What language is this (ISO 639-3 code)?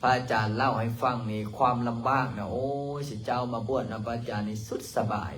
lao